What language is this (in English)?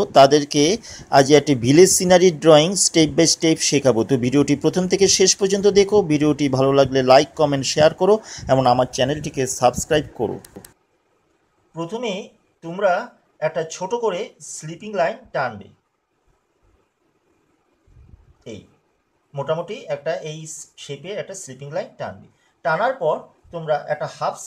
Bangla